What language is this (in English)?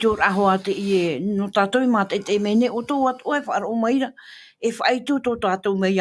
Tahitian